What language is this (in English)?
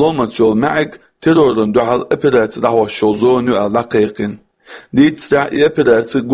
Chechen